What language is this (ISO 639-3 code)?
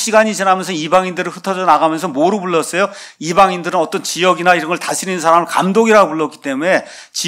kor